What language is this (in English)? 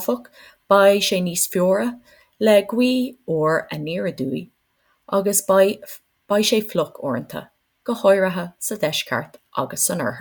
Irish